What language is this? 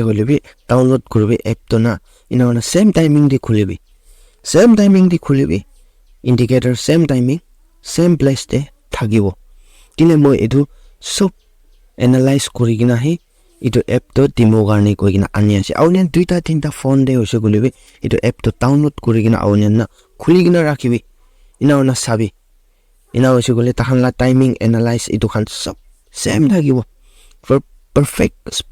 Naga Pidgin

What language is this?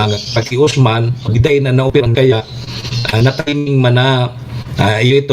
Bikol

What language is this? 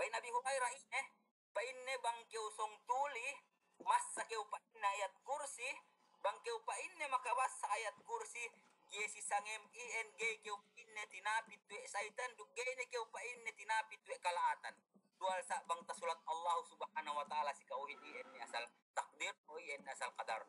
Yakan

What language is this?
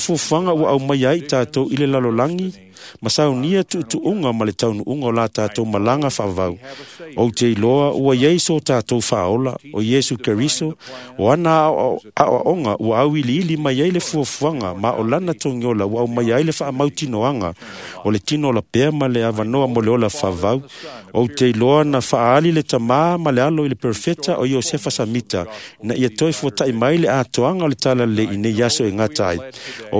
Samoan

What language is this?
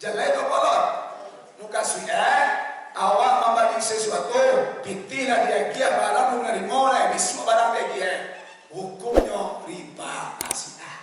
Minangkabau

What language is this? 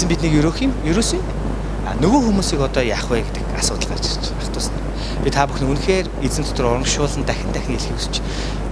Mongolian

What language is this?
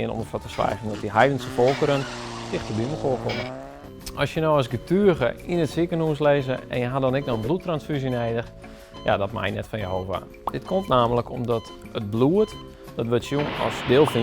Western Frisian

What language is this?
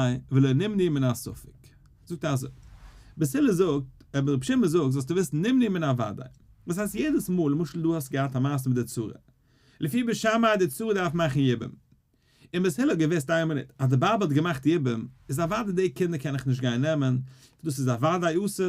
Yiddish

